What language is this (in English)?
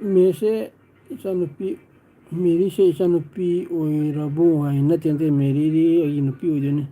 Manipuri